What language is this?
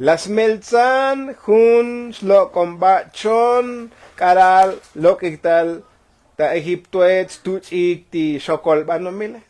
Tzotzil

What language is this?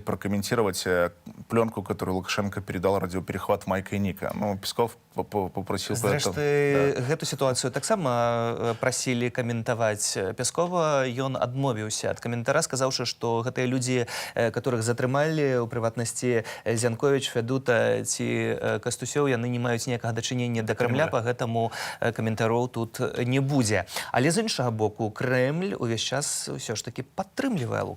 Belarusian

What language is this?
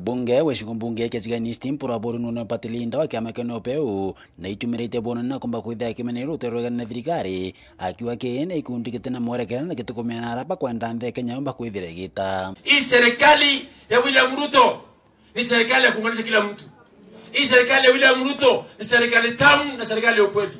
Meru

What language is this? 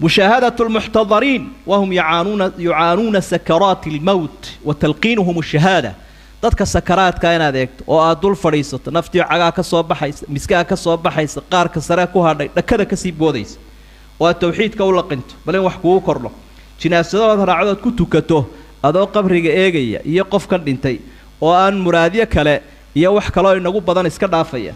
Somali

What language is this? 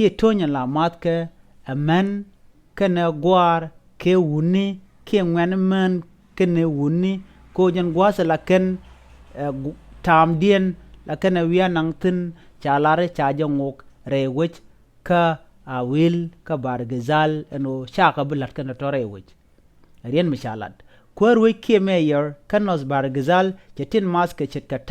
Nuer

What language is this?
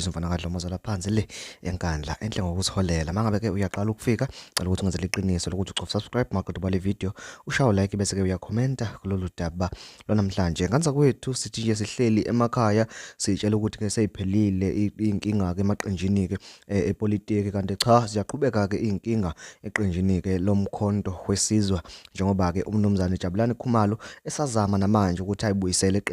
Zulu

